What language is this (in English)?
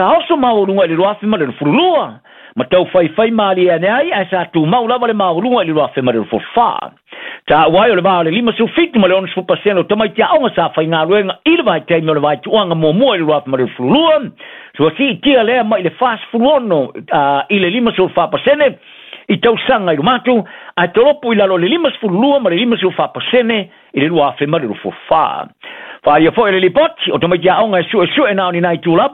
Samoan